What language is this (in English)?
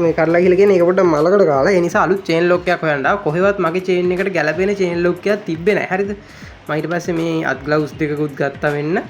Sinhala